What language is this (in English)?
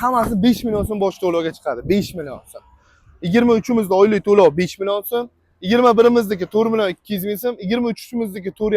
Uzbek